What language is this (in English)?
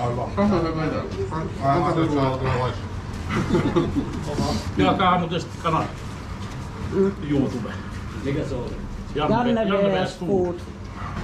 Finnish